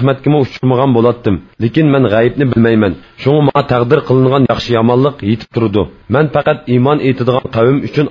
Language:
Uyghur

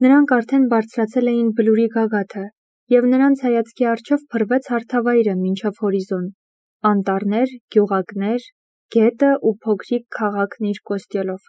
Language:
Armenian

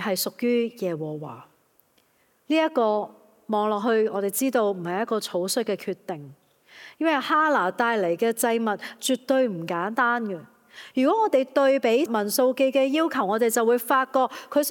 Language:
Cantonese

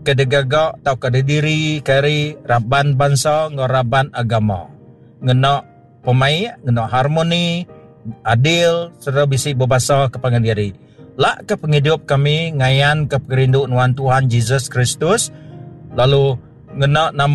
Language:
Iban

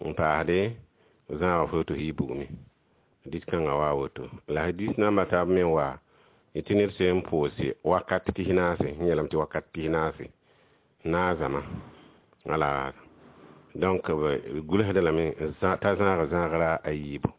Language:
Mossi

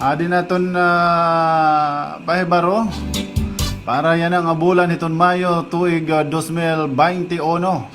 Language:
Waray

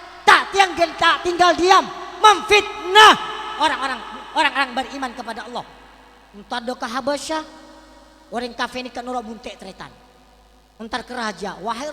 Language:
Madurese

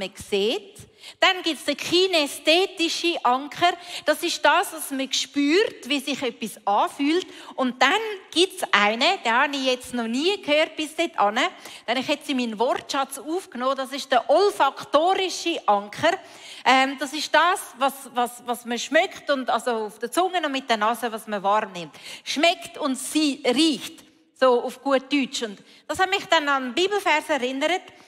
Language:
Swiss German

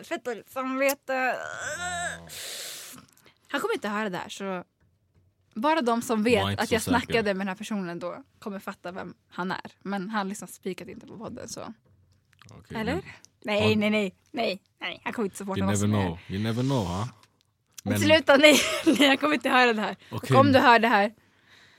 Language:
Swedish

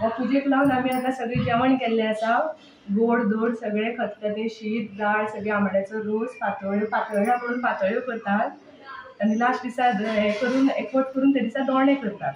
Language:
Konkani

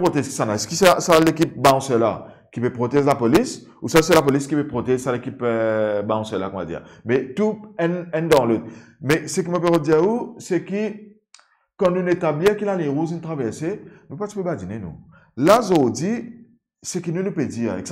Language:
Morisyen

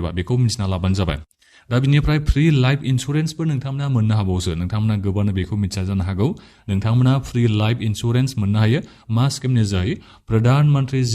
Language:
Bodo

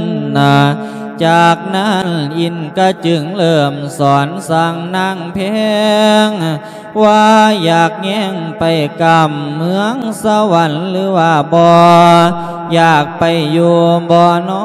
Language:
Lao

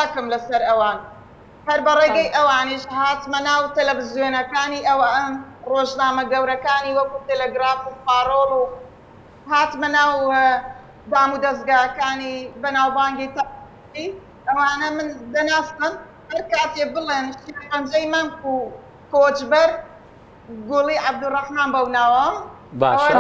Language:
Central Kurdish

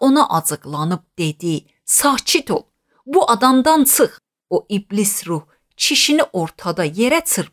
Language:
Azerbaijani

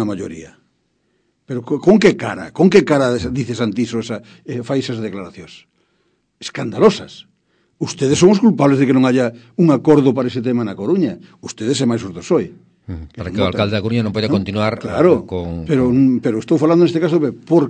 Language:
Galician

